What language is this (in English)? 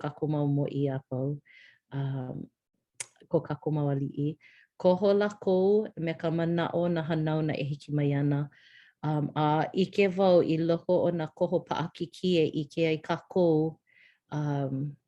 Hawaiian